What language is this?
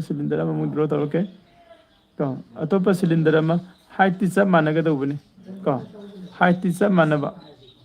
Manipuri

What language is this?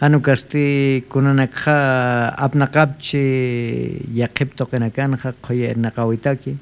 Aymara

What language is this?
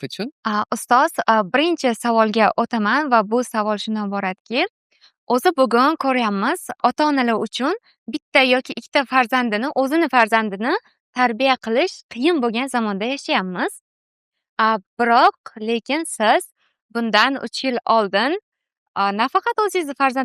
Uzbek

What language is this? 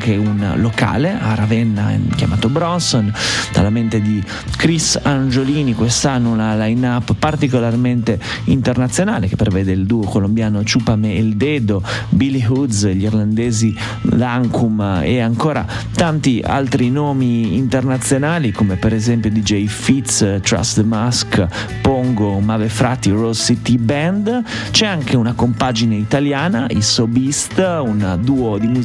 Italian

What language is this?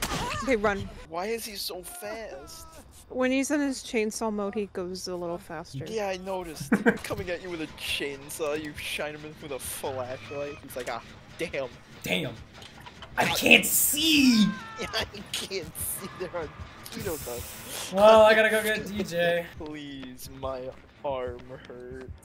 English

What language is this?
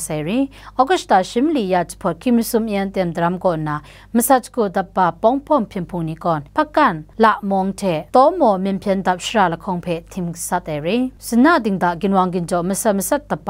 Kachin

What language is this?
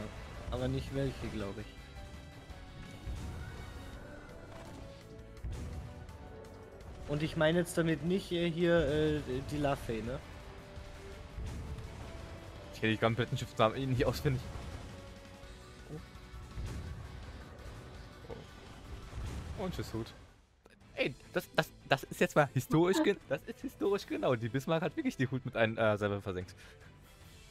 German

